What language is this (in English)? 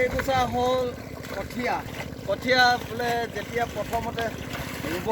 Assamese